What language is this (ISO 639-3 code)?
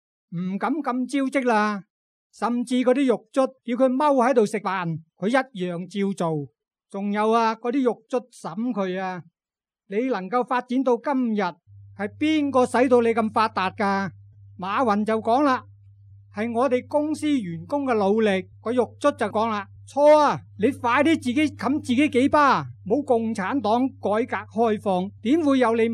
yue